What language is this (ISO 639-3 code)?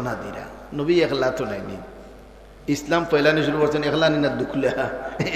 syl